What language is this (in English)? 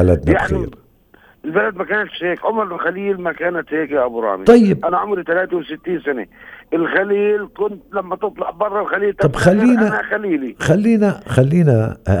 North Levantine Arabic